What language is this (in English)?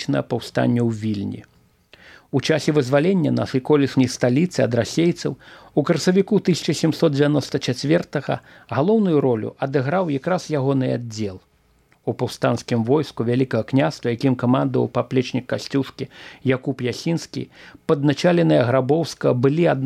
Belarusian